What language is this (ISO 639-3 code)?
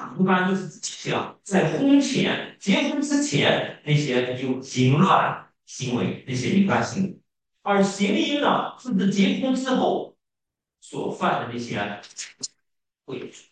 zho